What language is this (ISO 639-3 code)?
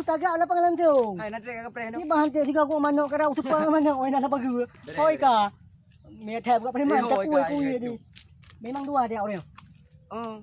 ace